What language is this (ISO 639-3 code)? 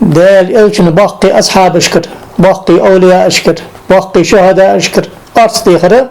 inh